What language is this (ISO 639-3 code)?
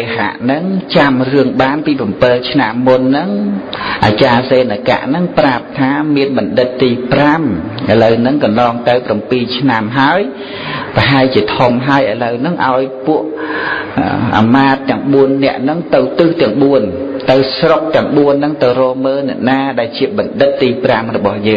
khm